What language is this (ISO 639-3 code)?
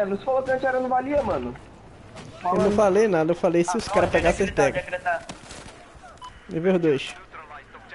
por